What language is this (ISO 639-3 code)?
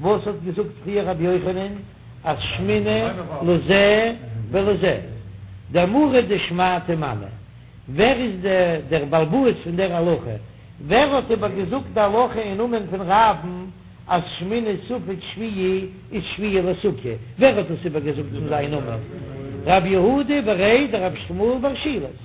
yid